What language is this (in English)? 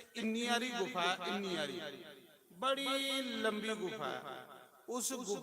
Dogri